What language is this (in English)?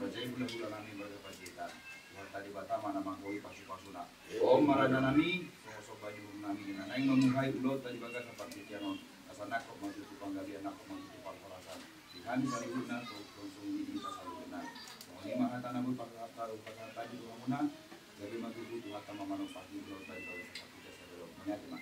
Batak Toba